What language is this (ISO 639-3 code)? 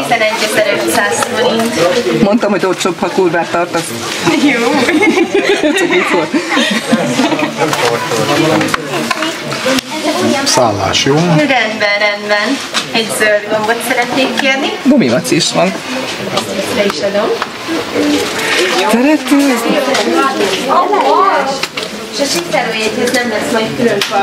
hun